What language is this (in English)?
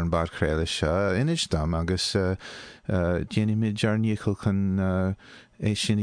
Irish